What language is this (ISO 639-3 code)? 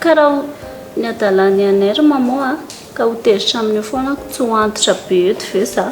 mlg